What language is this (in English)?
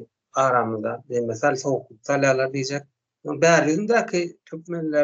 Turkmen